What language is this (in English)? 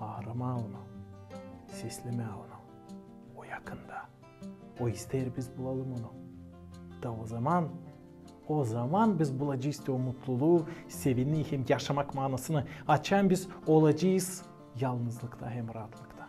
Gagauz